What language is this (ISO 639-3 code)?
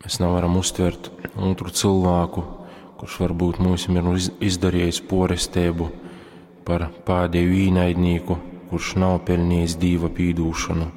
ltg